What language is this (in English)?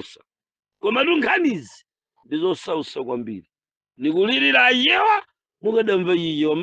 Nyanja